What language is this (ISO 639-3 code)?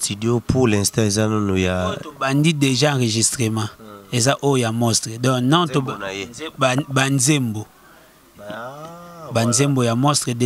lin